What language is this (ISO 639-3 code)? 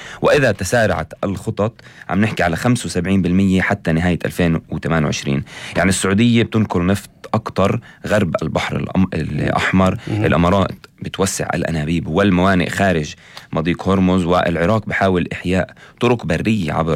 apc